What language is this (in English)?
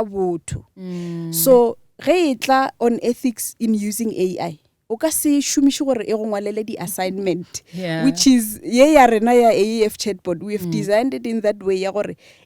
Northern Sotho